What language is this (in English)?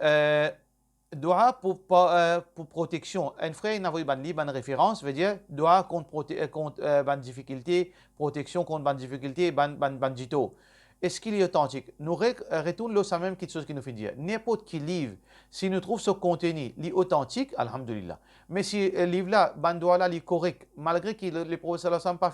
Morisyen